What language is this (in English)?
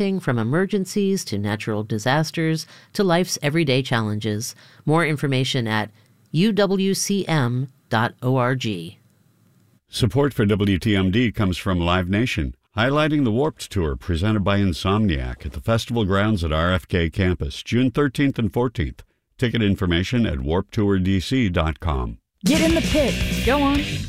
English